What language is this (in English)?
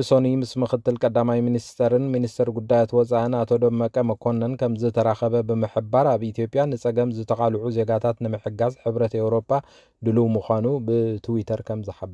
Tigrinya